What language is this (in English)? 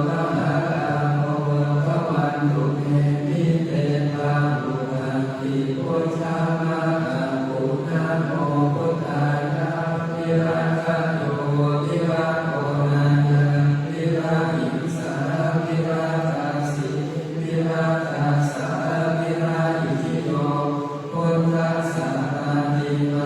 Pali